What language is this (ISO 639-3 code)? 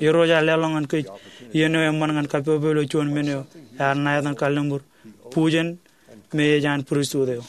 mah